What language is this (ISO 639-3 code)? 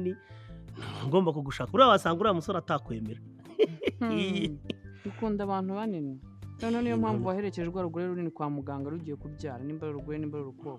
kin